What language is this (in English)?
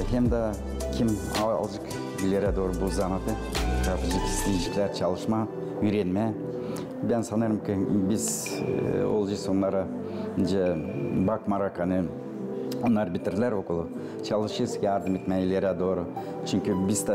Gagauz